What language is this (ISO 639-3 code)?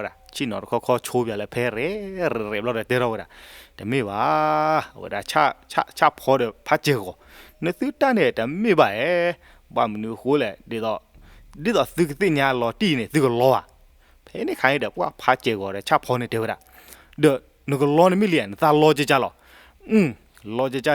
ksw